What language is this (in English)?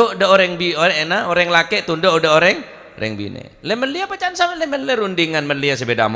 Madurese